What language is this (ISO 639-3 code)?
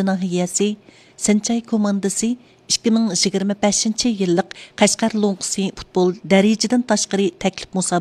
uig